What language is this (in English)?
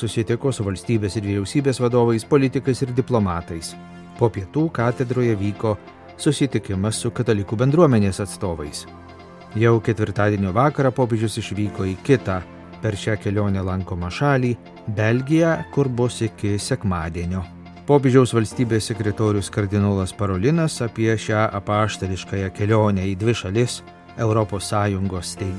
Lithuanian